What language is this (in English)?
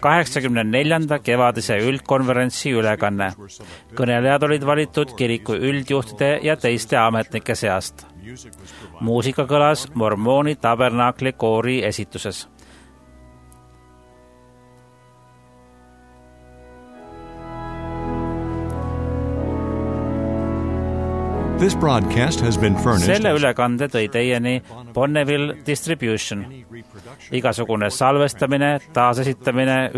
Estonian